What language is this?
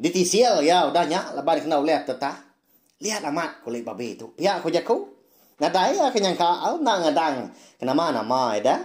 Iban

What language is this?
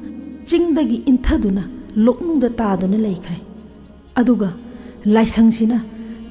Manipuri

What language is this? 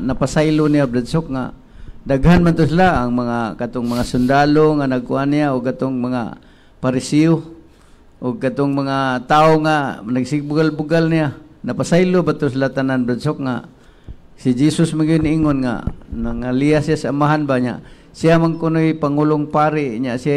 Cebuano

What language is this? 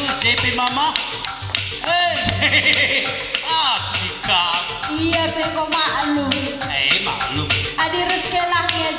Batak Karo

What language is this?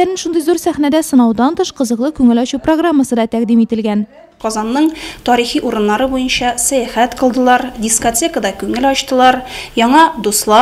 Tatar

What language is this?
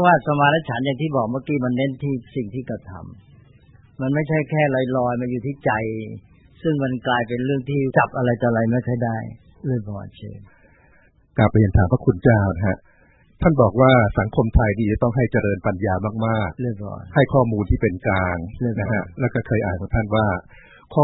Thai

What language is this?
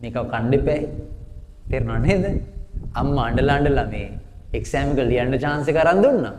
Sinhala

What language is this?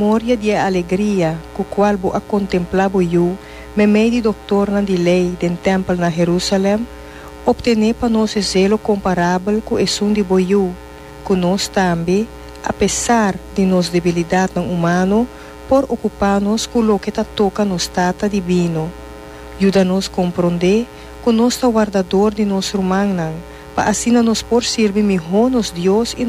Papiamento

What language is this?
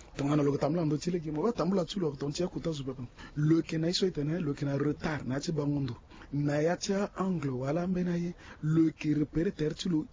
Sango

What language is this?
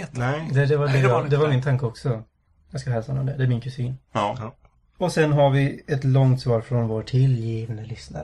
Swedish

